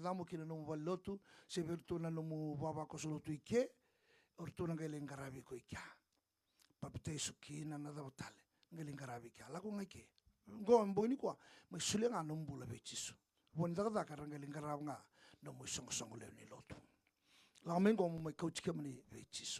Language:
Fijian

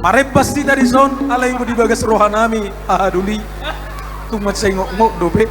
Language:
Batak Toba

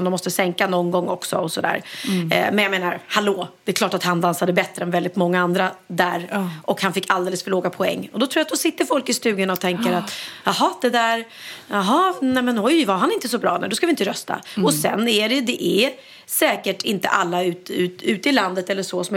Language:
Swedish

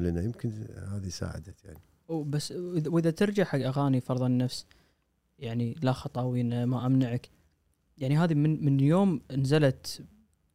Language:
Gulf Arabic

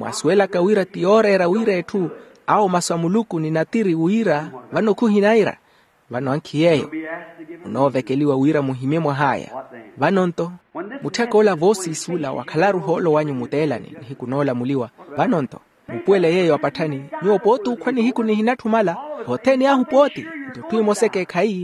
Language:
Makhuwa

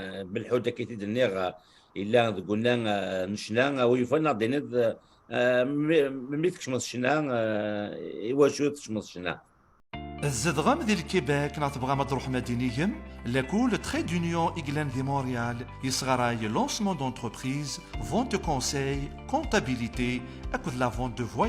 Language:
Kabyle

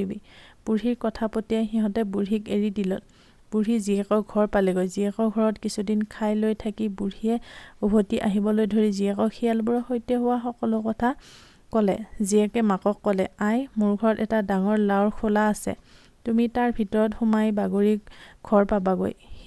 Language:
Assamese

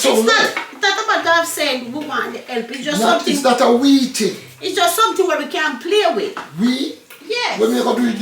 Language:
Jamaican Creole English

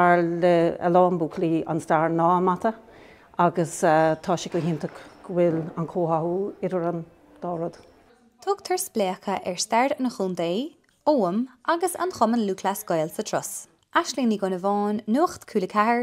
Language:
Irish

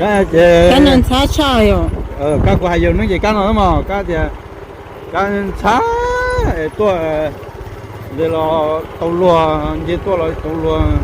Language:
Hmong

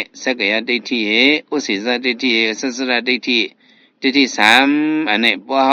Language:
Shan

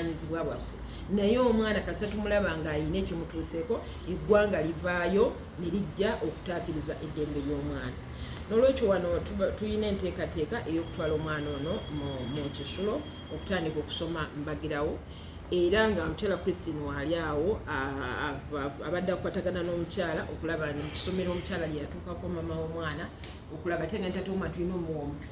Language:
Ganda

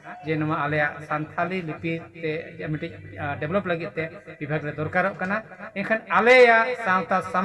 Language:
Santali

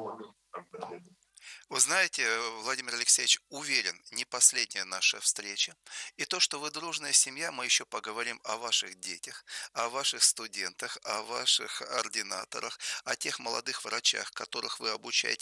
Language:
Russian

